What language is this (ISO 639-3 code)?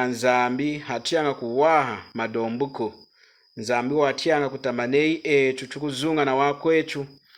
lun